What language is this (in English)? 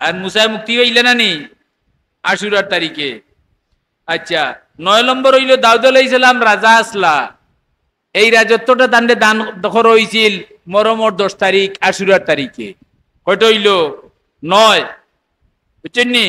Sylheti